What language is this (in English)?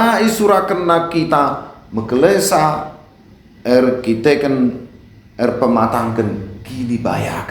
Batak Karo